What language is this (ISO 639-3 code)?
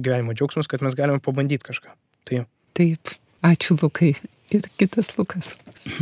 lit